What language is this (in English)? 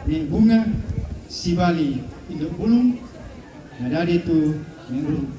Toraja-Sa'dan